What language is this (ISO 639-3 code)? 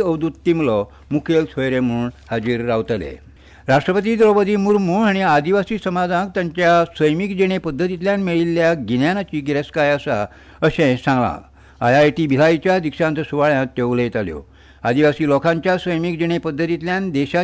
kok